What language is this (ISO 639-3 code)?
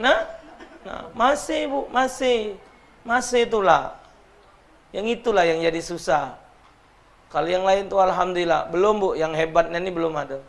mui